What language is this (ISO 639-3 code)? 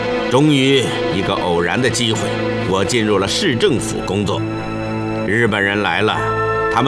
zho